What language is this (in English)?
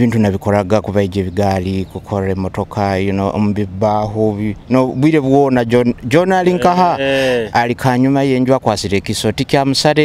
Nyoro